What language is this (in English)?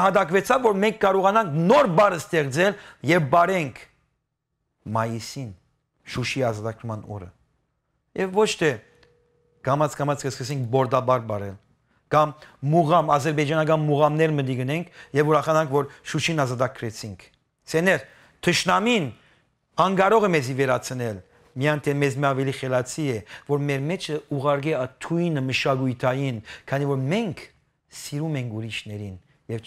Western Armenian